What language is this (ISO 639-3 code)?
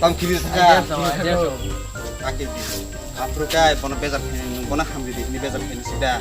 trp